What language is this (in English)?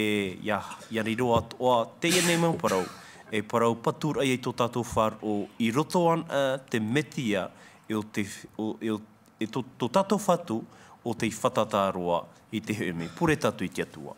Tahitian